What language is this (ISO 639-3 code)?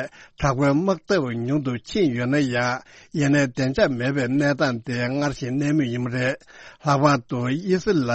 bod